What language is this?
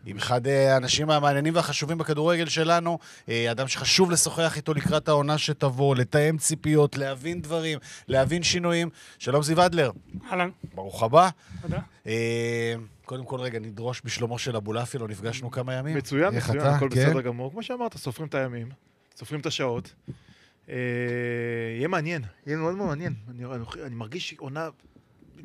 Hebrew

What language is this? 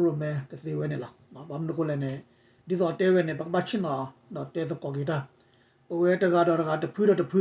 S'gaw Karen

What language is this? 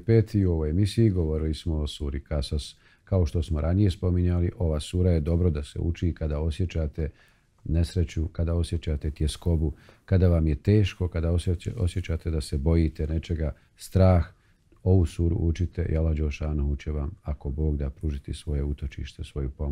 Bosnian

